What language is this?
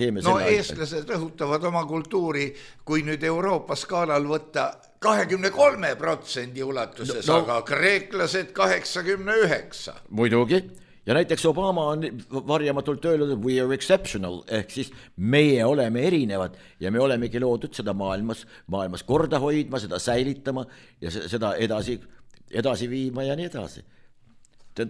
Estonian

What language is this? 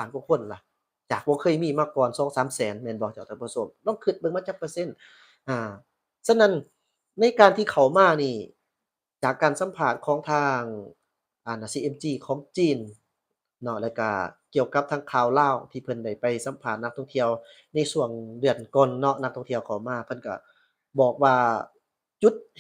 Lao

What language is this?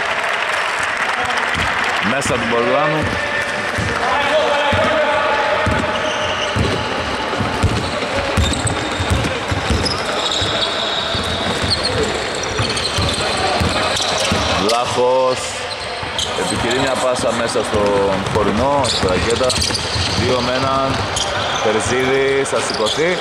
Greek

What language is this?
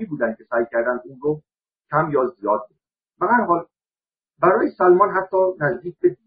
Persian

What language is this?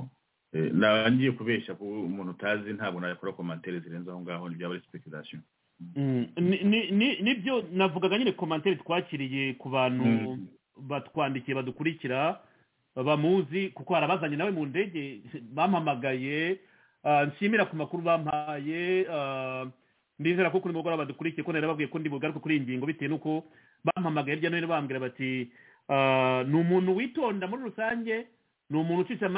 Kinyarwanda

